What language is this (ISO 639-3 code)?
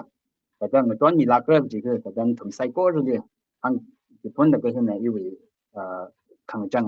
nmf